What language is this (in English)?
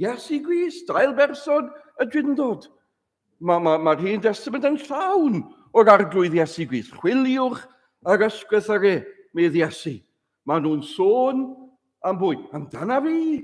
Welsh